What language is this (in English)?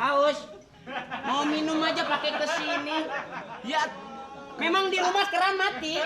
Betawi